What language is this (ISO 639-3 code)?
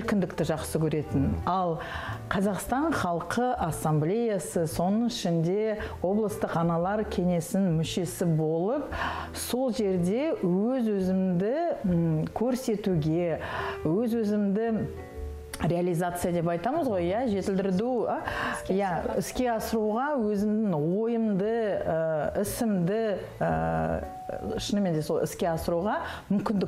kaz